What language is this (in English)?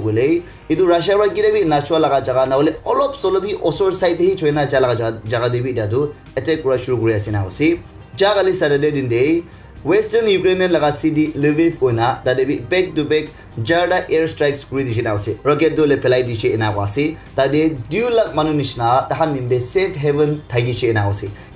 Naga Pidgin